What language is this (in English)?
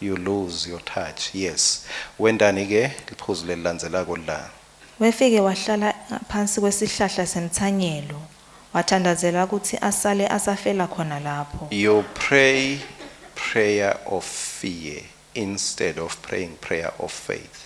Swati